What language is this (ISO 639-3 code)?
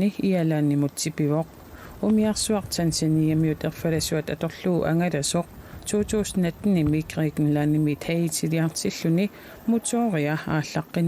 kal